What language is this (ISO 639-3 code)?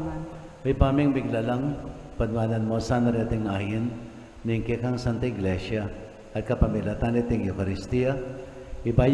pam